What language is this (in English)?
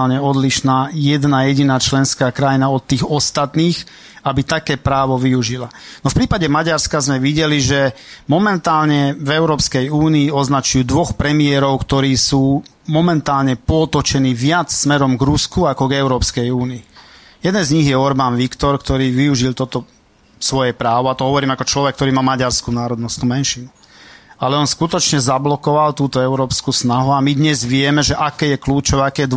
Slovak